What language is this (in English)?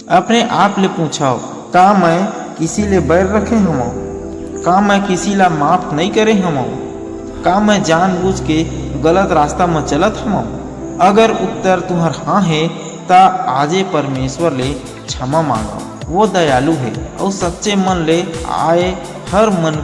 Chhattisgarhi